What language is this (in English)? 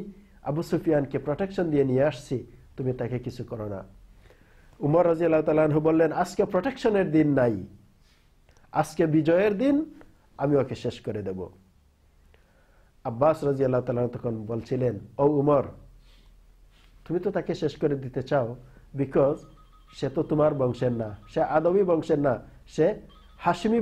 Bangla